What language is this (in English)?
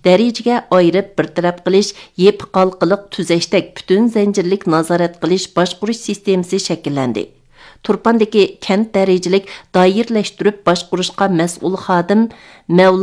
Uyghur